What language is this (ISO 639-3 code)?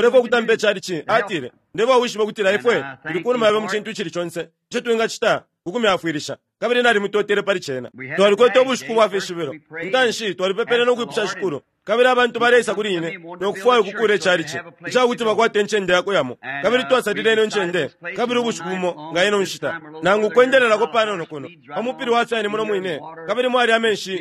bem